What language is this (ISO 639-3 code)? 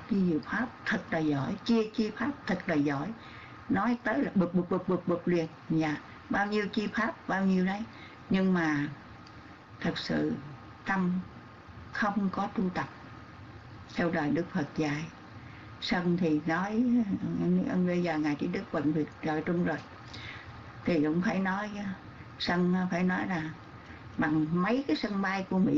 vie